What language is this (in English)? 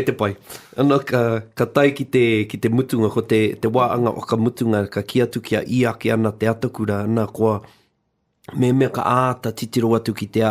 Māori